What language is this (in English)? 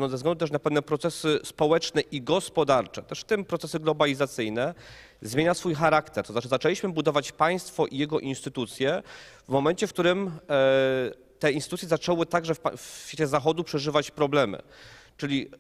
Polish